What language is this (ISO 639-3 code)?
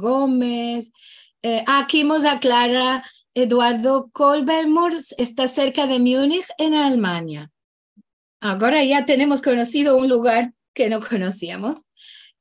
lad